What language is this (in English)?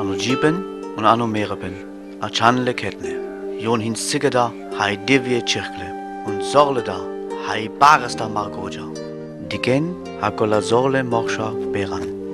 Sinte Romani